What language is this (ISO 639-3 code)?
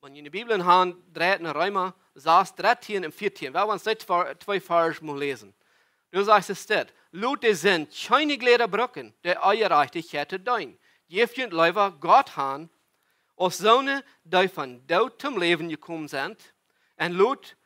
pdt